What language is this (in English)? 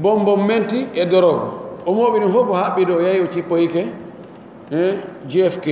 Pular